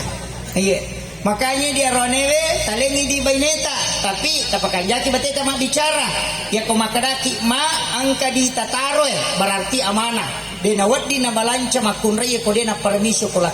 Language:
Buginese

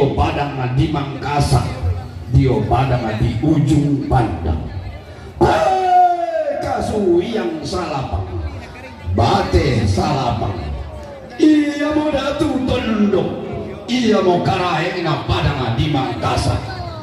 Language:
Toraja-Sa'dan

